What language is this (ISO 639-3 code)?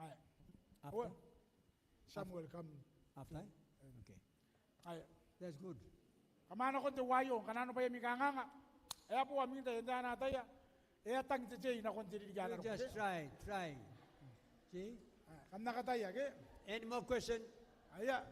gil